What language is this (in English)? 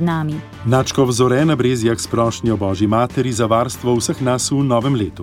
Slovenian